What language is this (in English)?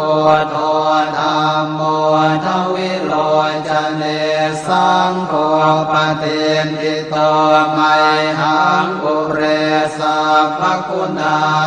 Pali